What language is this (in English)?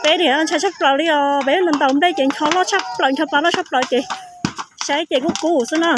Hmong